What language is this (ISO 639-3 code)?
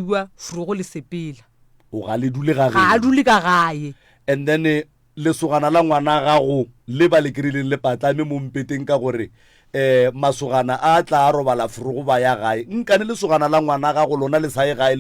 nso